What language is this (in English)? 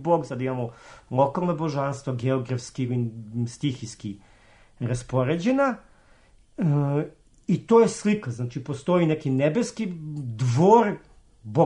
Serbian